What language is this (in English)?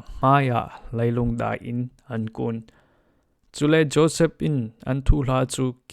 Falam Chin